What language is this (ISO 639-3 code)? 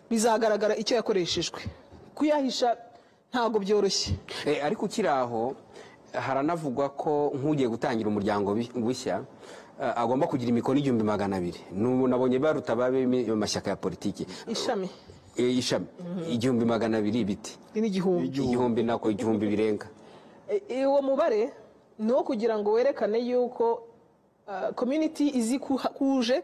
kin